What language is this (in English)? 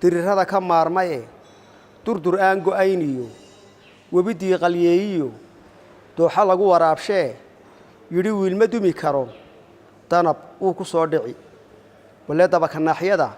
Somali